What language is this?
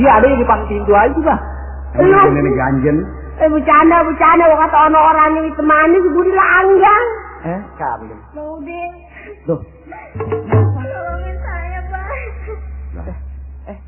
Betawi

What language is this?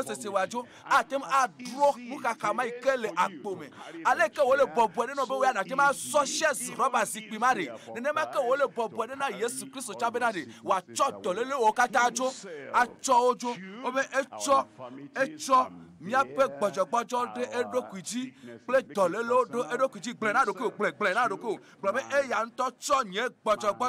Ewe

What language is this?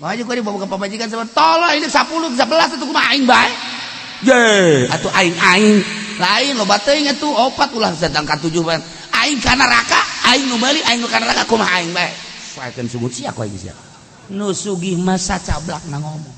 Sundanese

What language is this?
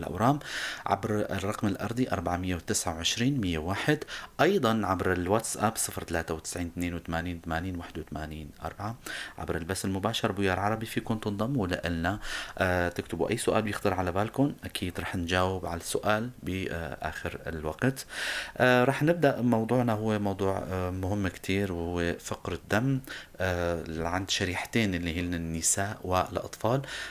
North Levantine Arabic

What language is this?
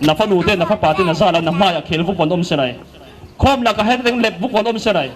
Falam Chin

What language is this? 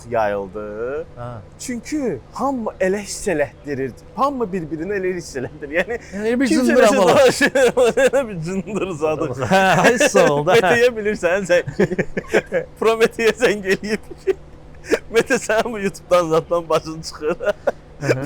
Azerbaijani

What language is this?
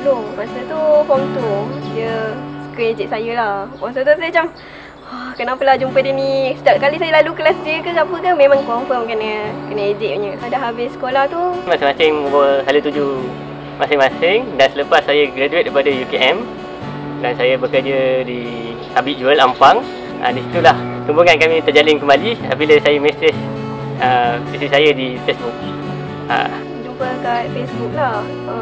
Malay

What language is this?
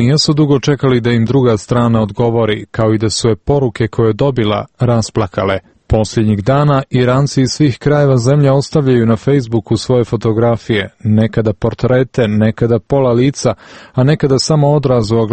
Croatian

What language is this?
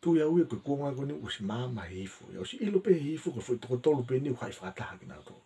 Tongan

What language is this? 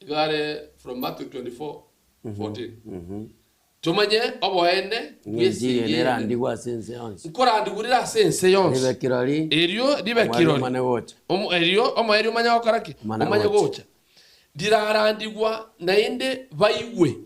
Gusii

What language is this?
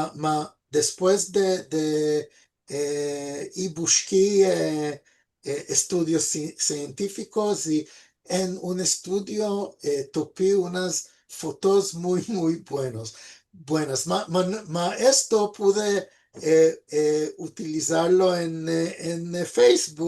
Ladino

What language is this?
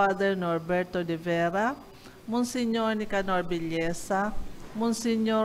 Bikol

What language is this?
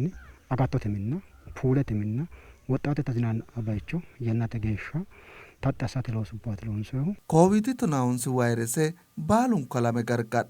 Sidamo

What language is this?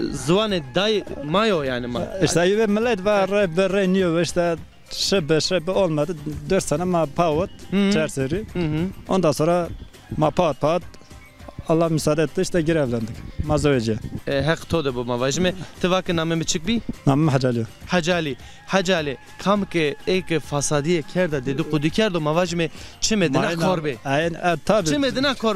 Zaza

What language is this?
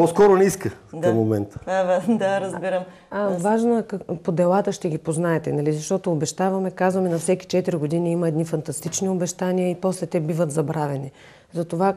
Bulgarian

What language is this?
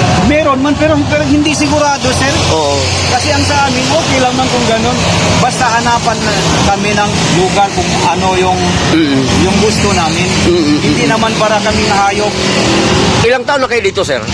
Filipino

